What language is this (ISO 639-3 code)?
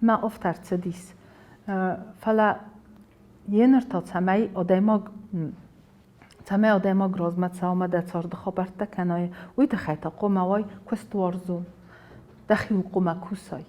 oss